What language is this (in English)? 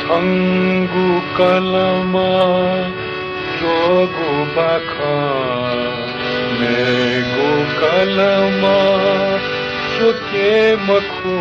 Newari